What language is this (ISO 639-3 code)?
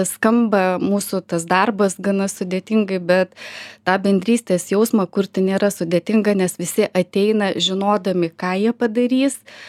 lit